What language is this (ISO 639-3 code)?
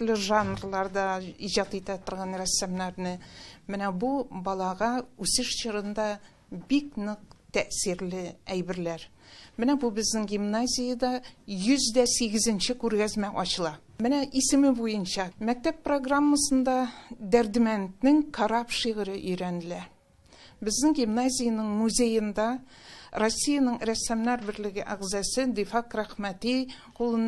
tat